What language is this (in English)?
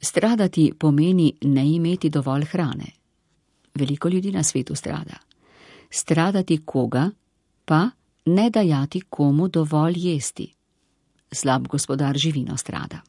Slovenian